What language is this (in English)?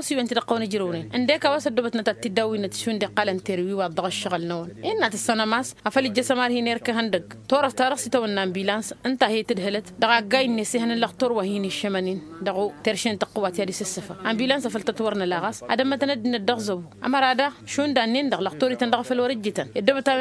Tamasheq